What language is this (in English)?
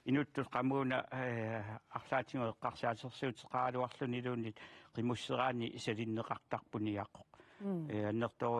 Kalaallisut